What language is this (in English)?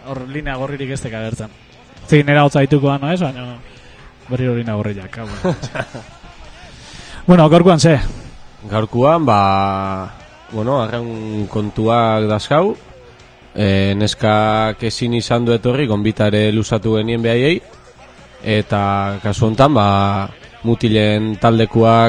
Basque